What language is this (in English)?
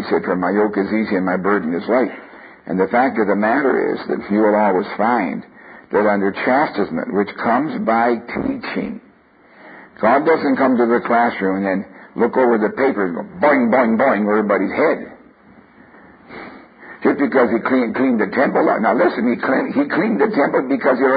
English